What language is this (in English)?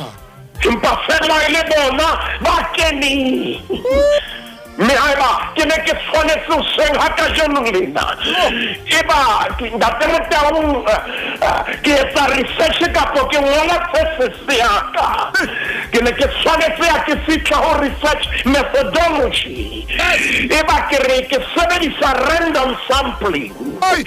Southern Sotho